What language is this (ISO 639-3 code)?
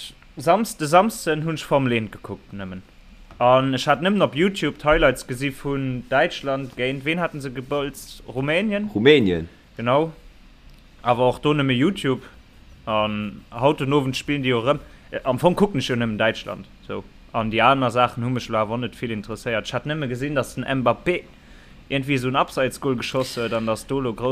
ltz